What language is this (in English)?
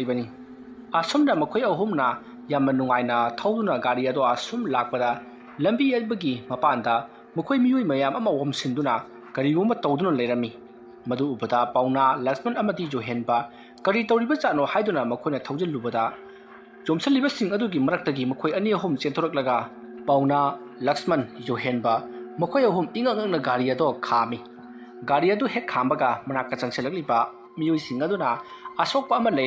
Manipuri